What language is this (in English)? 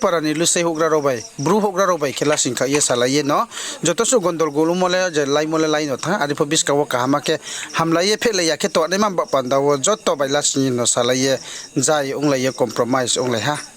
Riang (India)